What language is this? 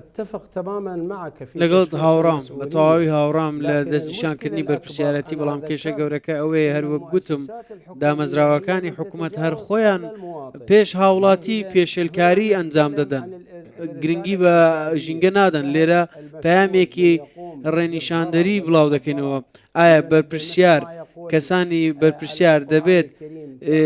Central Kurdish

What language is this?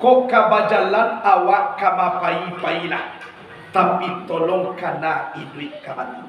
Minangkabau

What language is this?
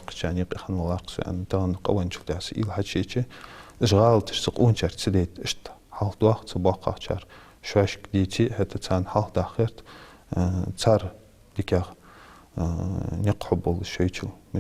Ingush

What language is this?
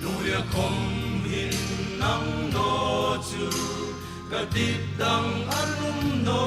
Hmar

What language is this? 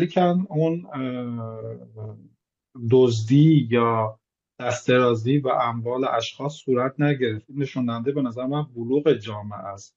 Persian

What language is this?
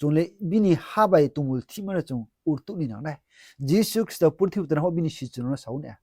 Riang (India)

